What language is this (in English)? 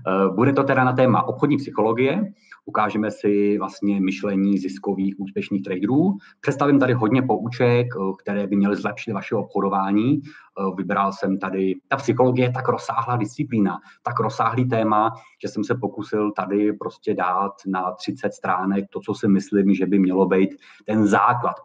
Czech